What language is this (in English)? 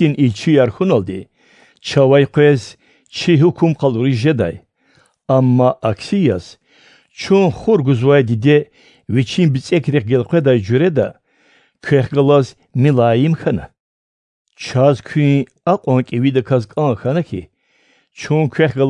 Lezghian